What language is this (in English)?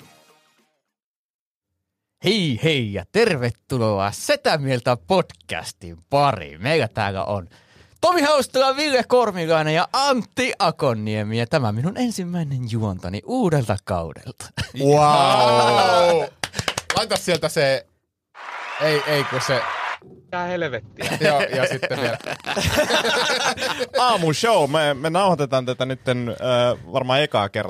Finnish